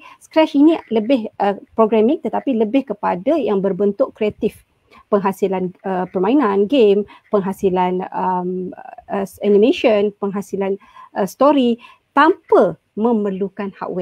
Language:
Malay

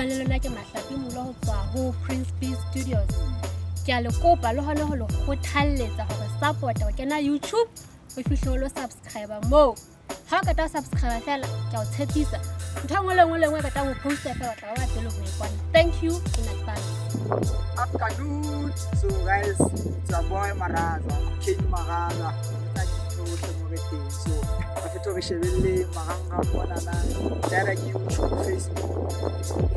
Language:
Southern Sotho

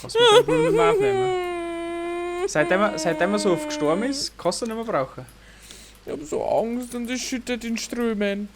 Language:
Bavarian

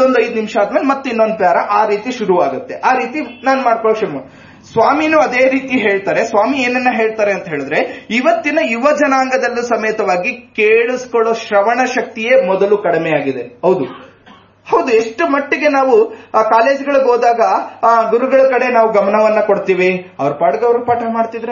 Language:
Kannada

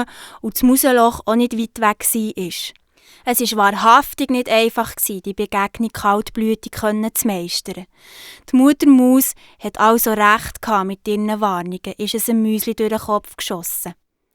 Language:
Swiss German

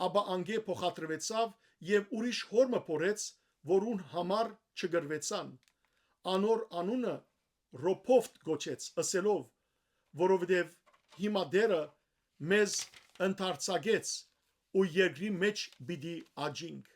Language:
Western Armenian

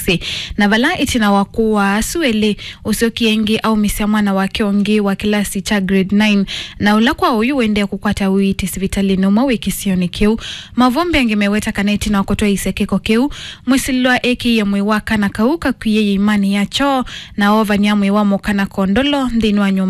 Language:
Kamba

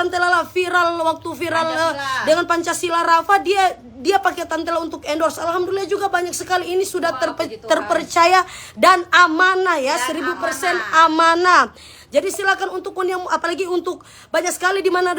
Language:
Manado Malay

